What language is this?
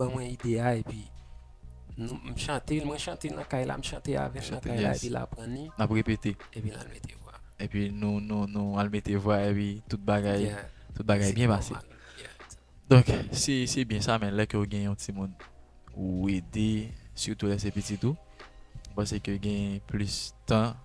Haitian Creole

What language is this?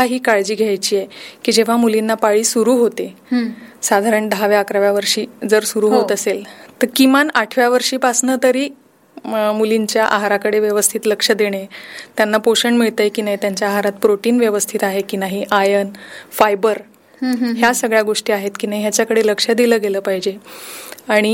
Marathi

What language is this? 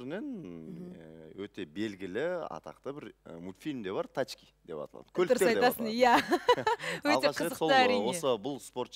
Kazakh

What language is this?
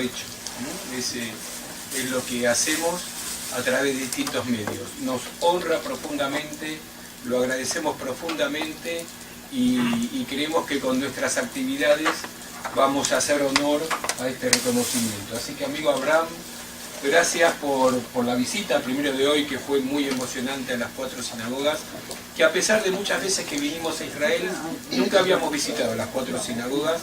Ladino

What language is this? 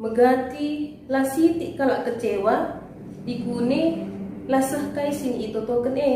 Batak Karo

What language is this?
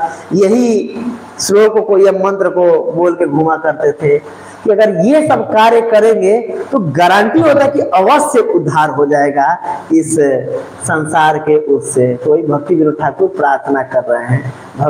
Hindi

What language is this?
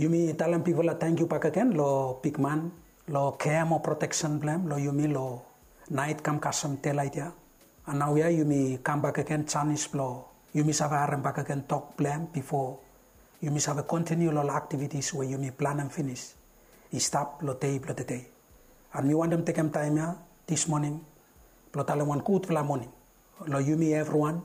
Bislama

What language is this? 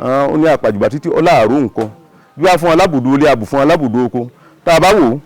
Yoruba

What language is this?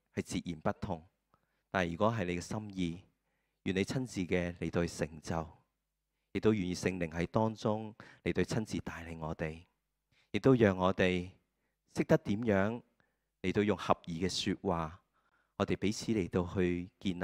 Cantonese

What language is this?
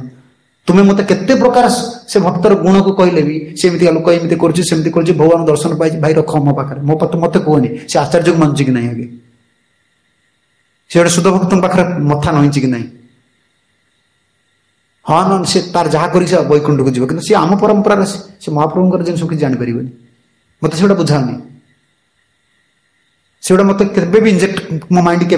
Odia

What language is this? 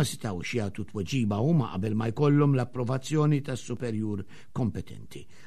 Maltese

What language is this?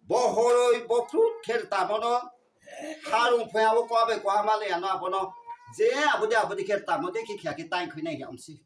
Riang (India)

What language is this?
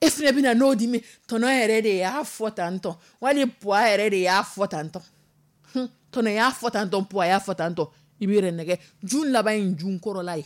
Dyula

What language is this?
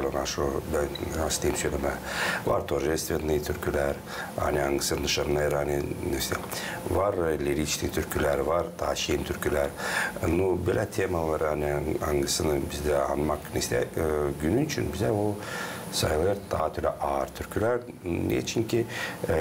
Gagauz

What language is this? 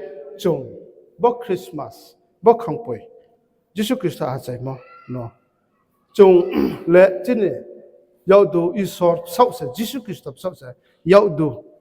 Riang (India)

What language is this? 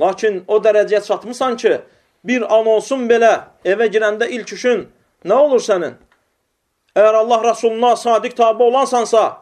Azerbaijani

